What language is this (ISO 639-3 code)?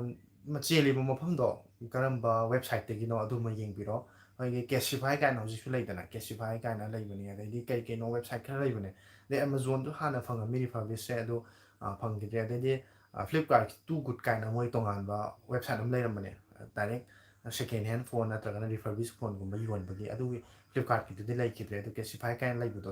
mni